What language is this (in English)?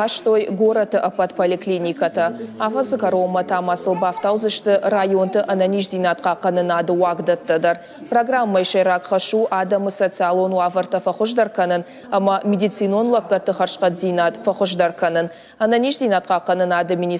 Ossetic